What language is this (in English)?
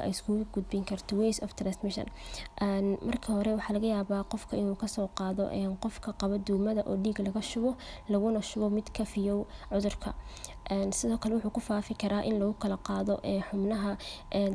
Somali